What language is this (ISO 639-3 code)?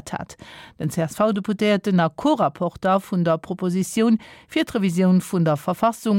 ltz